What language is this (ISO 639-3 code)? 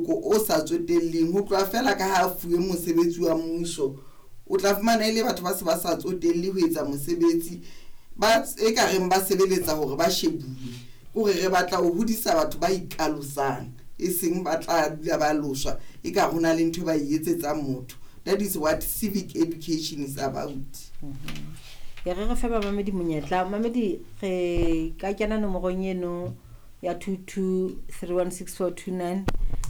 sot